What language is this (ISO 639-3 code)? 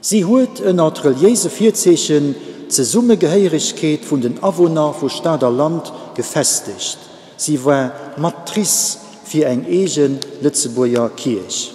ltz